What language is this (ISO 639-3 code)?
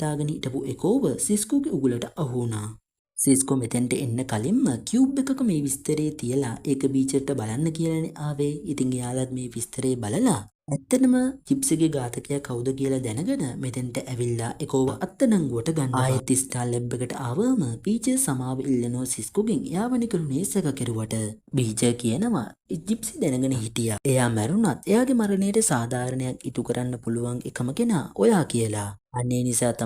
sin